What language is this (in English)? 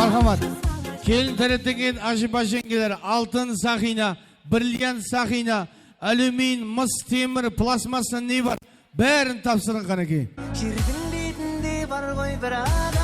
Kara-Kalpak